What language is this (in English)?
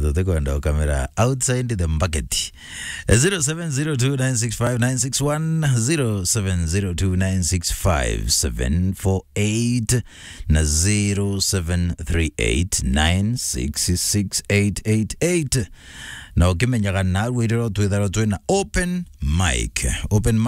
Meru